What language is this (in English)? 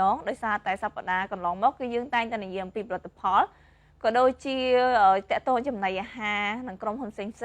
Khmer